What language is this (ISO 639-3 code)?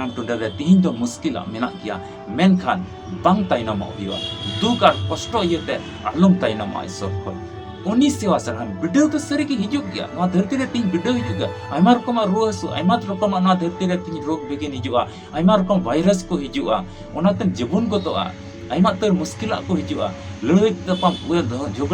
sat